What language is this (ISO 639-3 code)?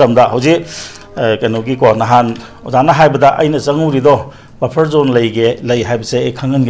mni